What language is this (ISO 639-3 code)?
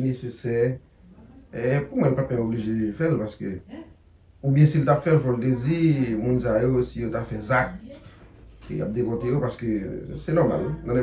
hat